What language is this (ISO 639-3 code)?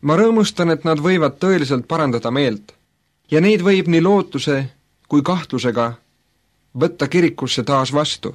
est